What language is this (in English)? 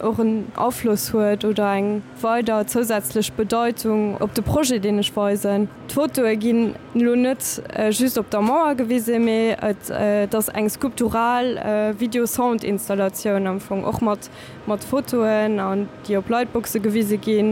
Luxembourgish